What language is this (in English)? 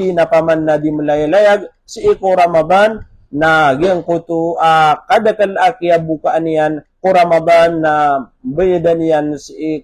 Maranao